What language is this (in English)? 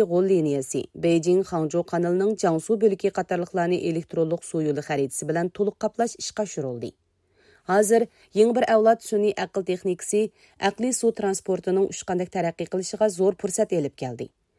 Uyghur